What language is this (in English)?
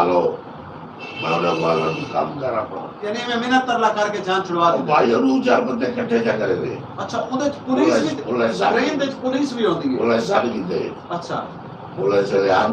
Saraiki